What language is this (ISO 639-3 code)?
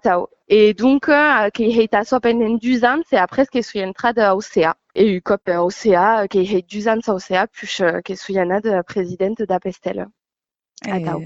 oci